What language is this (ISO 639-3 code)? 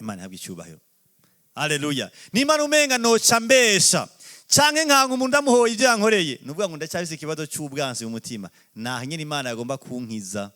run